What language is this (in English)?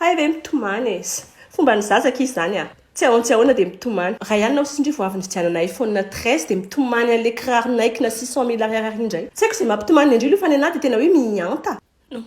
Malagasy